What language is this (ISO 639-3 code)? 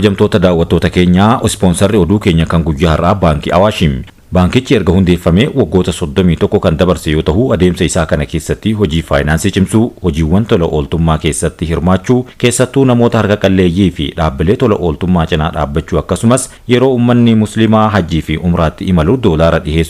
orm